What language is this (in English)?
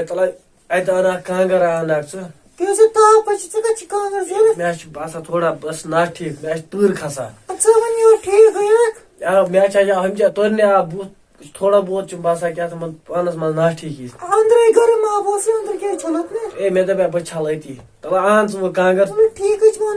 Kashmiri